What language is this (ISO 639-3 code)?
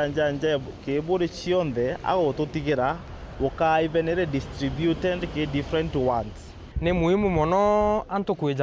mer